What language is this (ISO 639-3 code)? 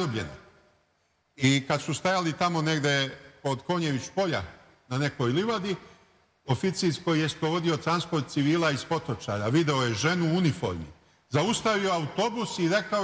srp